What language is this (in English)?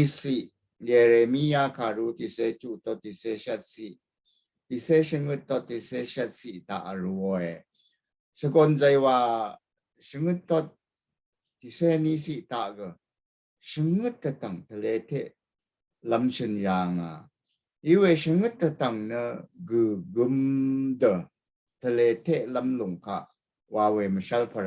Rawang